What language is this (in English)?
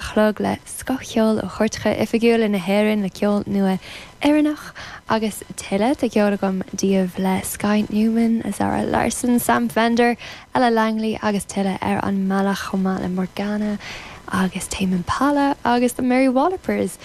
Irish